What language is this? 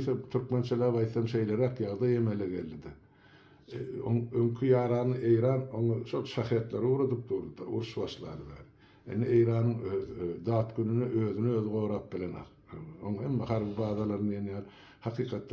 Turkmen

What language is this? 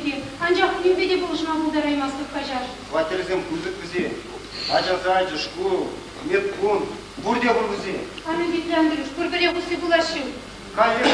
Chuvash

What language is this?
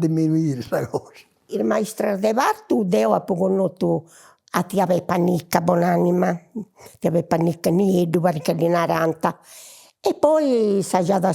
Sardinian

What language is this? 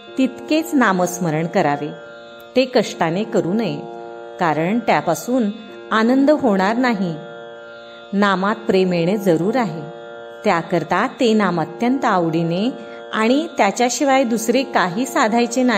Marathi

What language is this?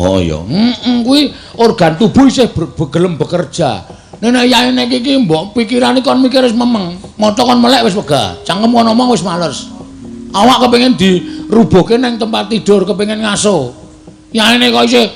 Javanese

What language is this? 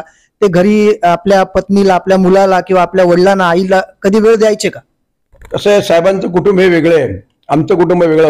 Marathi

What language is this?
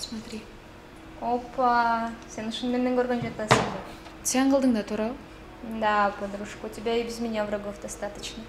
Kyrgyz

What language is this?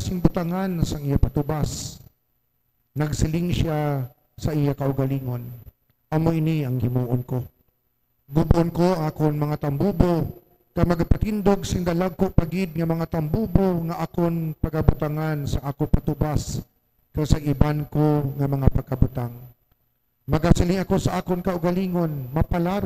Hiligaynon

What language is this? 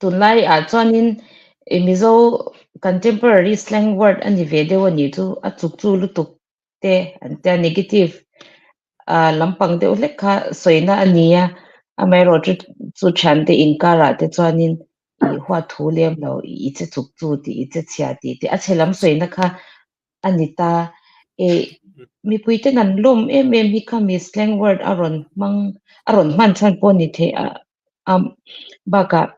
Mizo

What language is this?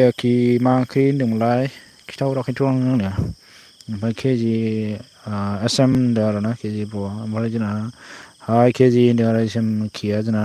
Bodo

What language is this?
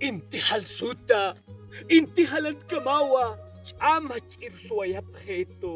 Aymara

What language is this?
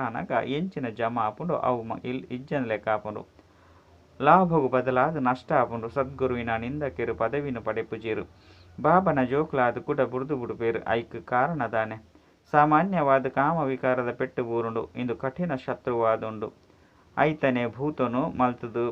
Tulu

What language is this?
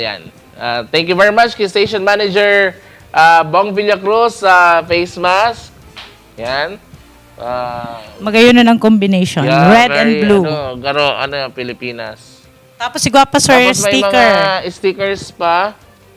Bikol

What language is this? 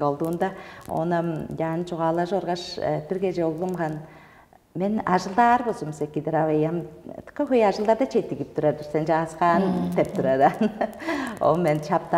Tuvinian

